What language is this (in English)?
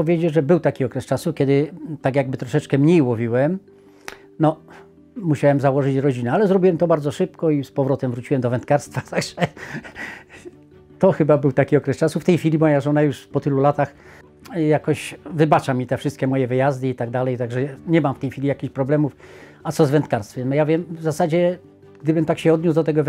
Polish